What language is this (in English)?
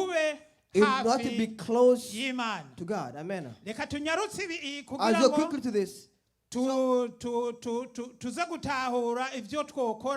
Rundi